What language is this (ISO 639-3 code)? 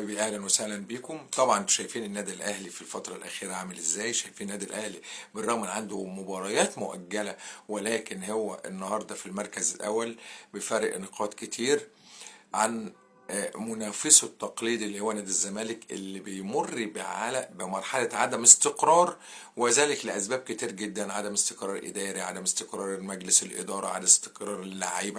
arz